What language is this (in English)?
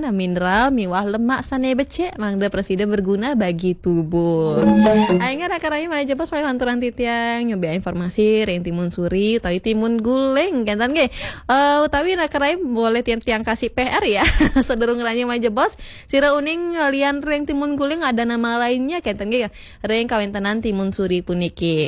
Balinese